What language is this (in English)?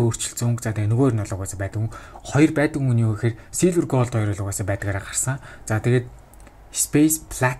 Mongolian